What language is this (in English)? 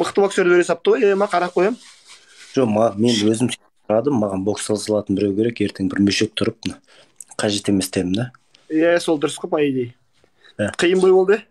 Kazakh